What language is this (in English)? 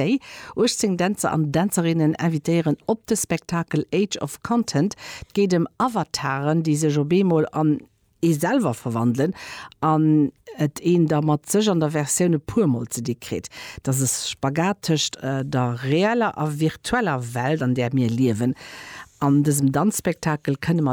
Luxembourgish